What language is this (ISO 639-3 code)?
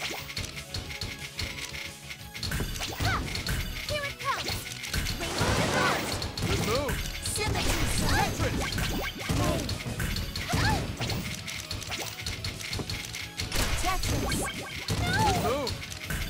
eng